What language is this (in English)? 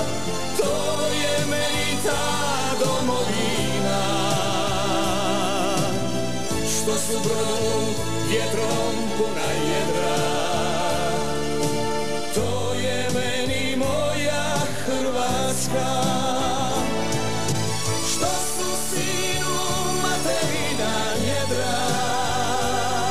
Croatian